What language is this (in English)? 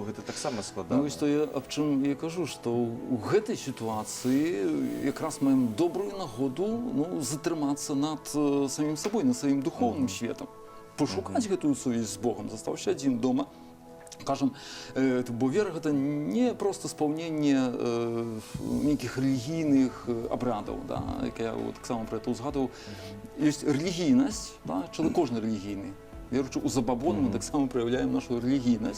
Belarusian